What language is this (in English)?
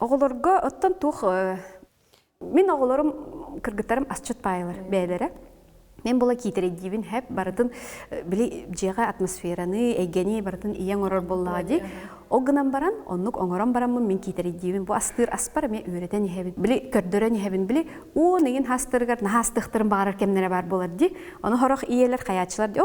Yakut